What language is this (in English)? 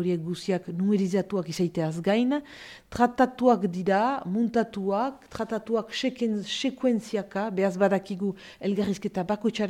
Basque